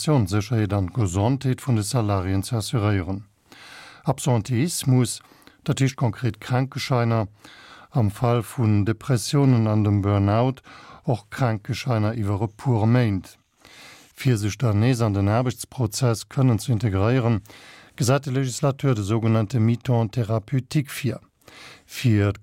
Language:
Luxembourgish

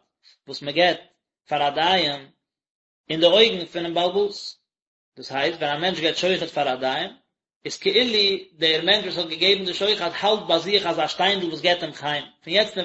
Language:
Yiddish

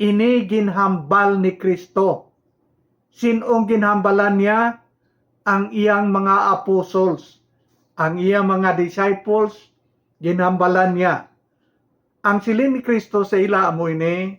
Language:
Hiligaynon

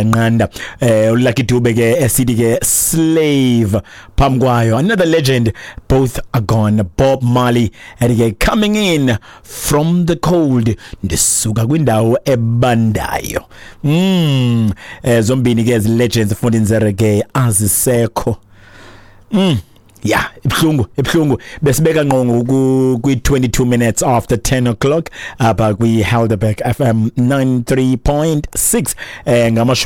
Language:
Xhosa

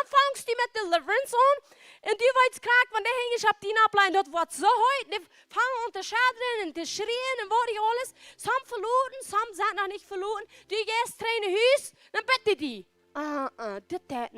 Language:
Plautdietsch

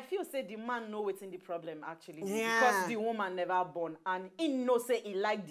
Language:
Nigerian Pidgin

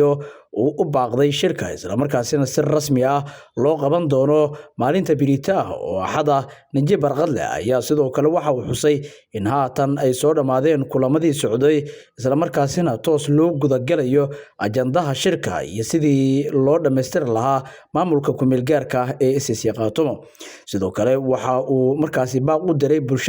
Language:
Somali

